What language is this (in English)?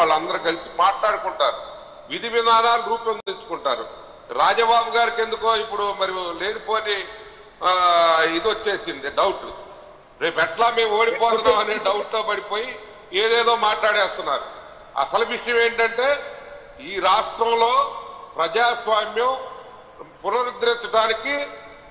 Telugu